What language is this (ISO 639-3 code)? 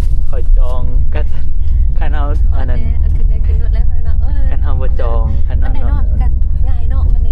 tts